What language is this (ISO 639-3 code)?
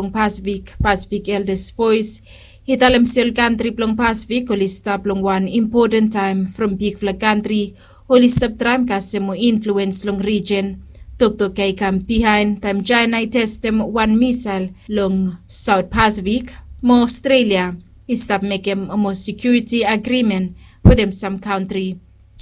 bis